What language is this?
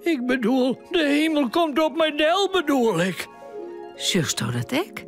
Western Frisian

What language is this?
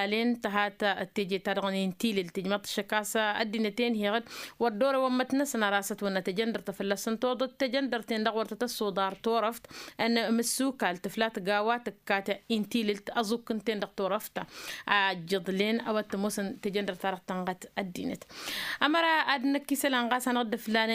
Tamasheq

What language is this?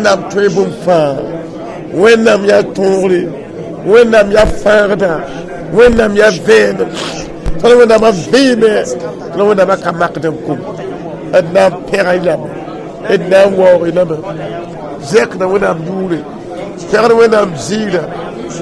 Mossi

